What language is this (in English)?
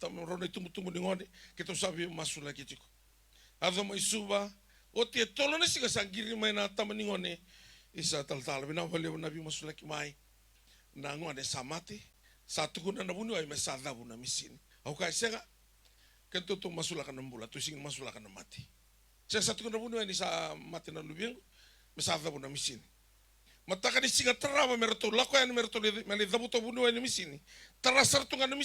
Fijian